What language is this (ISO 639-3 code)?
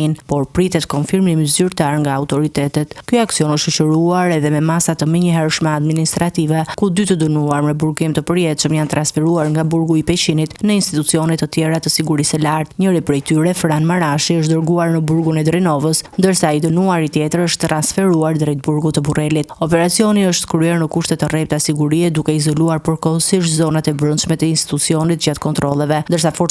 sqi